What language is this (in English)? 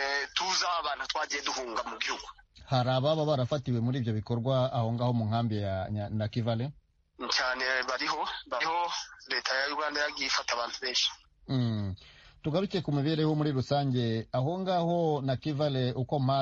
Kinyarwanda